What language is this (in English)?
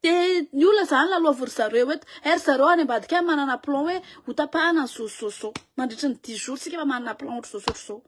Malagasy